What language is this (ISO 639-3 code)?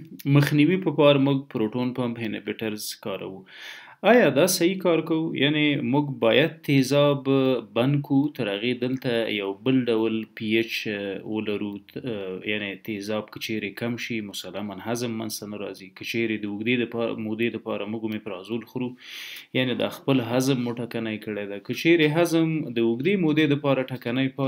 pus